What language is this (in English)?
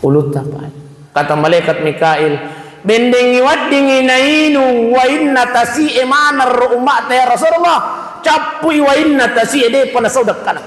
Buginese